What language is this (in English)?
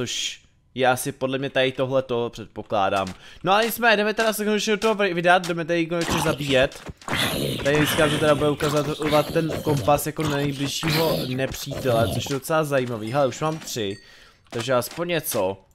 Czech